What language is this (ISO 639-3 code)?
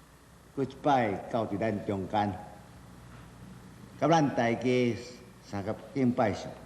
nan